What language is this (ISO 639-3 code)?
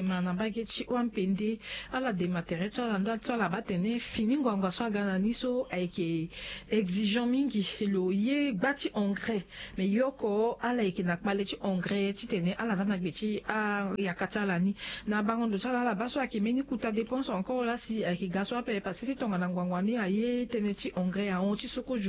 sag